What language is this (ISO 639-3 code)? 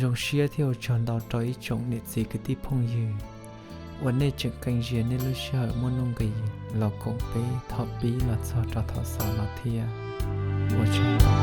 hmn